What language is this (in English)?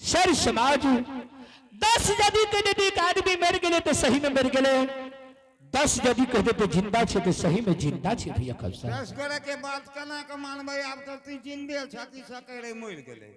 Angika